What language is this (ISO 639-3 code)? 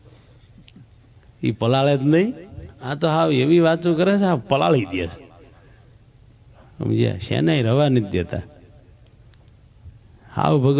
guj